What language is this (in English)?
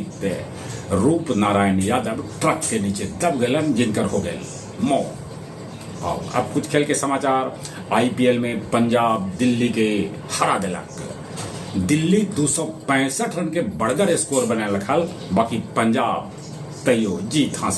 Magahi